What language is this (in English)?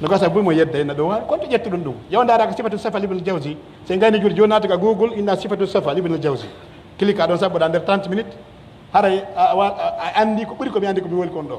Pular